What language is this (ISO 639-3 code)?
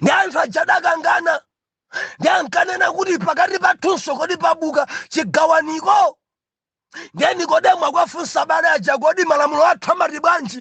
nya